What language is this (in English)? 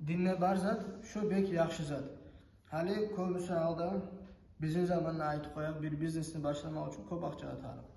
Kumyk